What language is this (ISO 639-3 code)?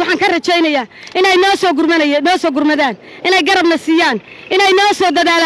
som